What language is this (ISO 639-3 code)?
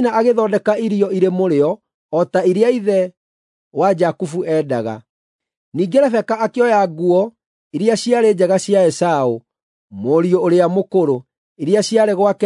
kik